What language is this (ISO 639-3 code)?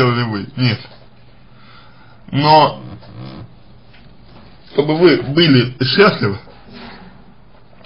rus